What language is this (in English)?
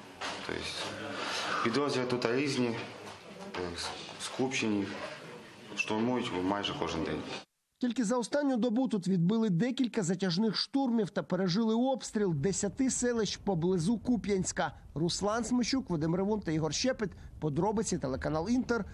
Ukrainian